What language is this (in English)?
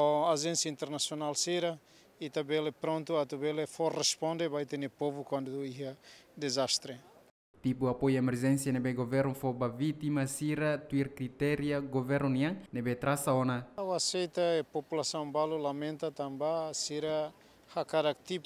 Tetum